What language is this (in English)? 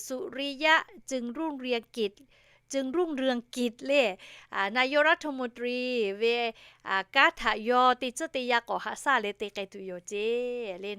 Lahu